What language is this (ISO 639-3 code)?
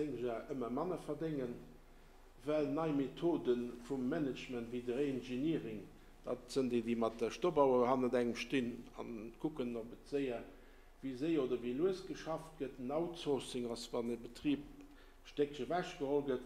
ltz